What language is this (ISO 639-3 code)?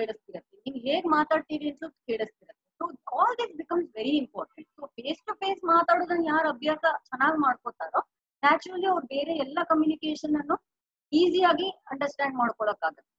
kan